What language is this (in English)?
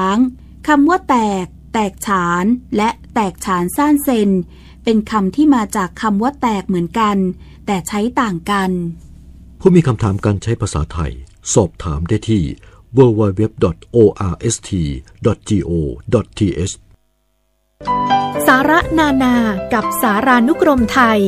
Thai